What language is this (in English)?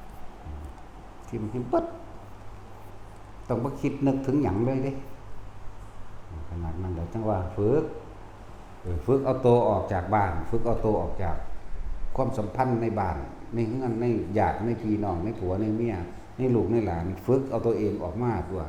Lao